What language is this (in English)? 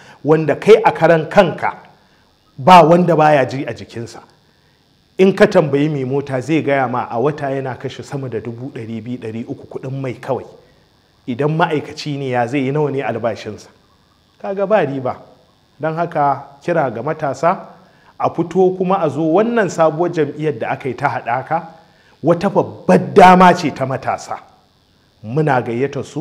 Hausa